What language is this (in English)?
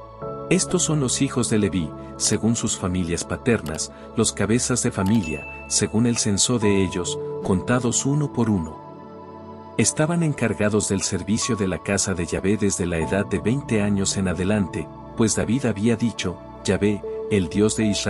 Spanish